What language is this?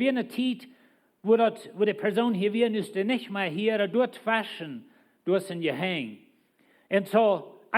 Plautdietsch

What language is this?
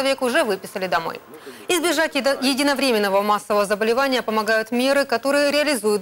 Russian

